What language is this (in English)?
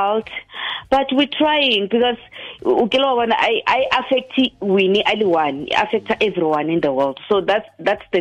Tswana